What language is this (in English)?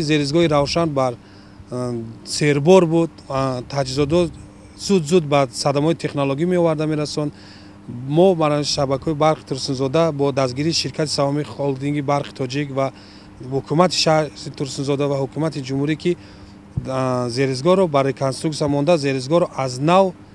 Tajik